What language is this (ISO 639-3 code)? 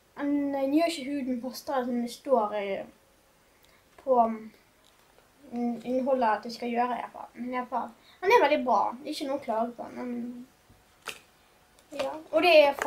nor